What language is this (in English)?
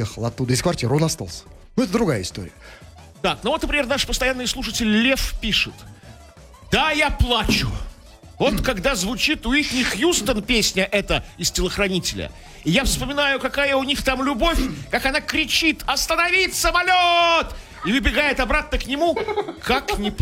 Russian